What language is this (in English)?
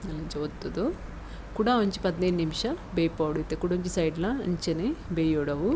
Tulu